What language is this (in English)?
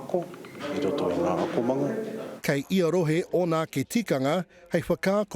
Māori